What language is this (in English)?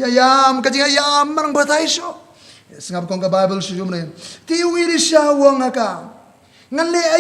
Khasi